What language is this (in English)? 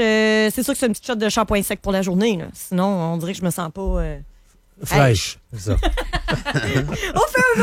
French